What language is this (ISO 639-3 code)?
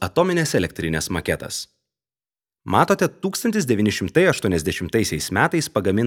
lit